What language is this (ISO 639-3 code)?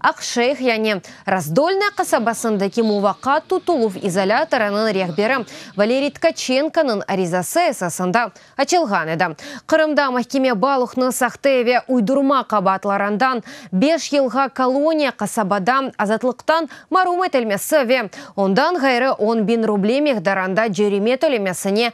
crh